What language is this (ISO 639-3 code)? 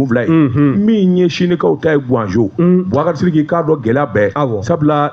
bam